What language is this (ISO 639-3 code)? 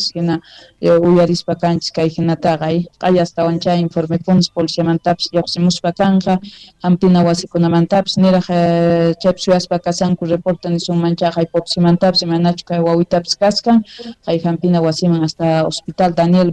que